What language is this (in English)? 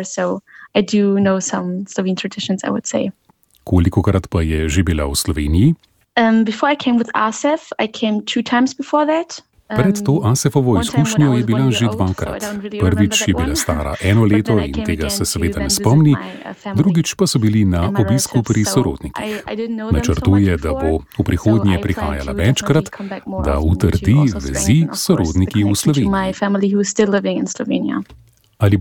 Slovenian